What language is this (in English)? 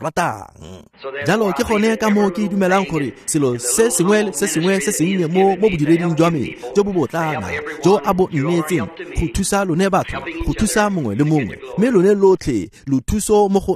Tswana